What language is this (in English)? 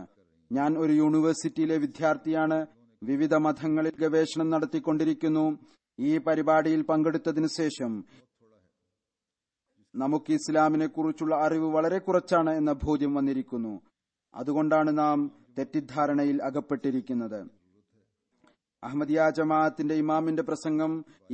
Malayalam